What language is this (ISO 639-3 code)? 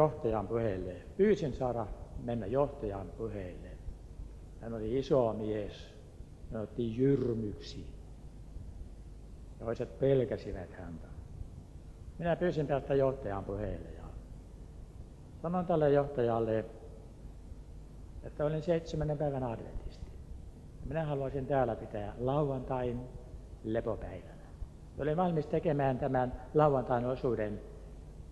fin